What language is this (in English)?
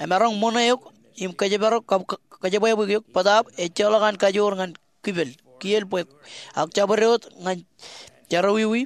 Marshallese